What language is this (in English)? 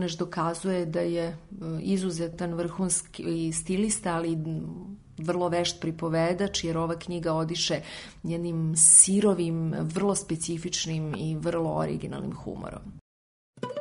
Serbian